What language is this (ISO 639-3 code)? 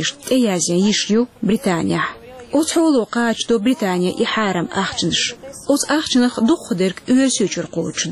che